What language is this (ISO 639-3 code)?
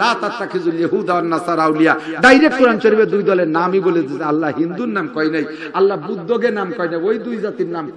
ben